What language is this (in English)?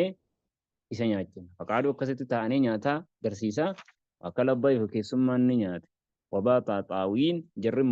Oromo